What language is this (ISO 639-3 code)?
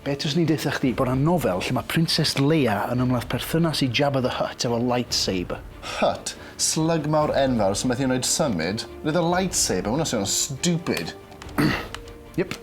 cym